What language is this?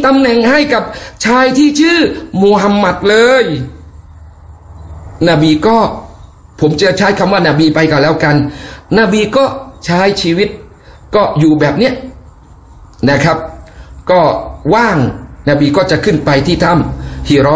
Thai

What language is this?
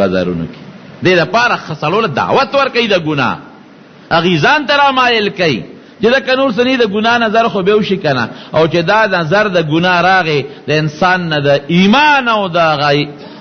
Pashto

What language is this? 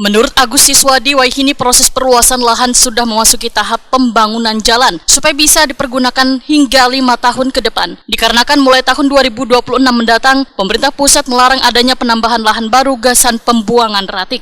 Banjar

